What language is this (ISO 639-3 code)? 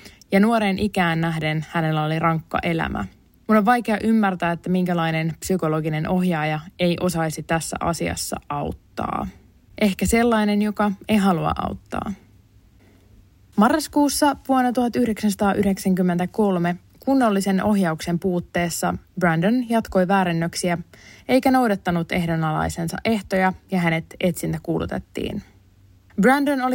fin